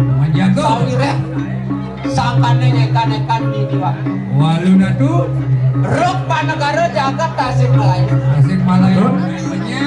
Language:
Balinese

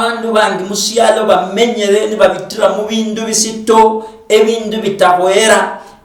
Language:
Luyia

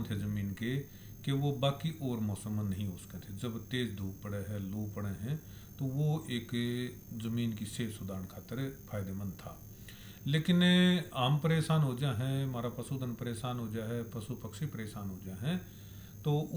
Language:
Hindi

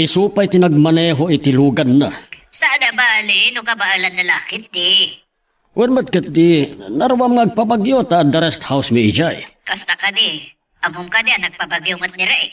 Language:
Iloko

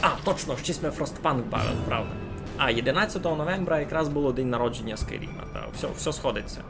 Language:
Rusyn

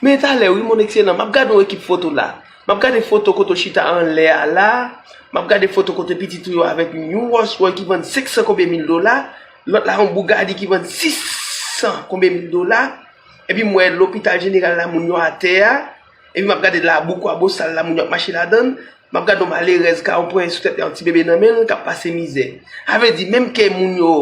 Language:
Haitian Creole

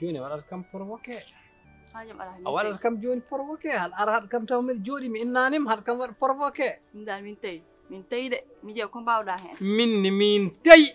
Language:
Fula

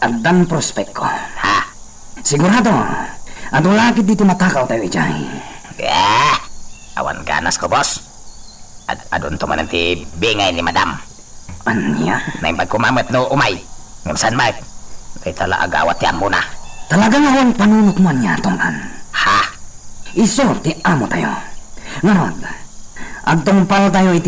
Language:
Iloko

